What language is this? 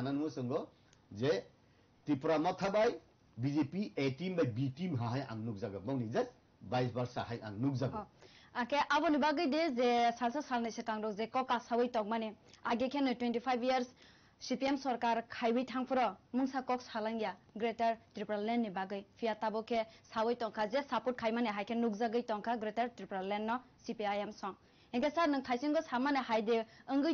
Kok Borok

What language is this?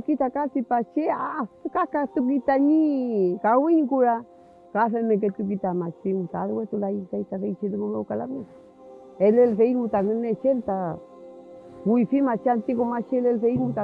Mapuche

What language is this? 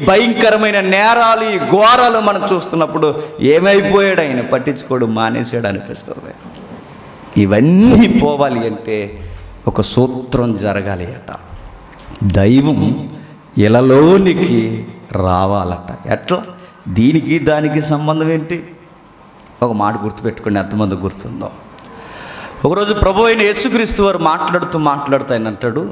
Telugu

